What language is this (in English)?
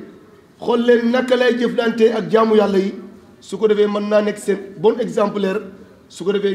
Wolof